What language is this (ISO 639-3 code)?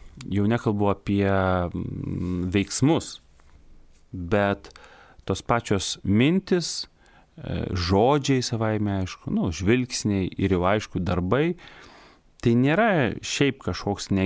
lit